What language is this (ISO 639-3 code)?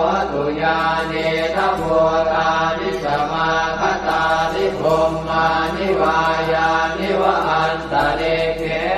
pli